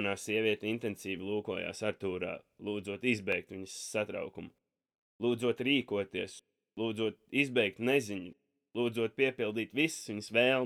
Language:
Latvian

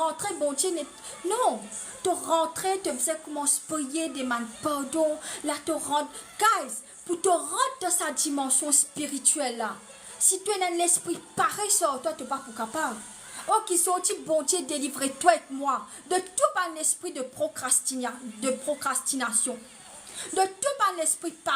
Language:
Morisyen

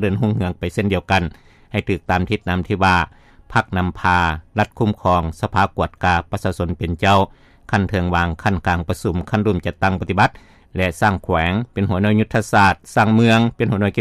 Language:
Lao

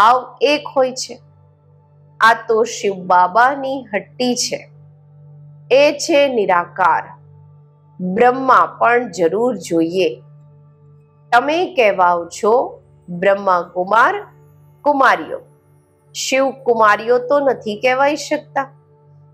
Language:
Gujarati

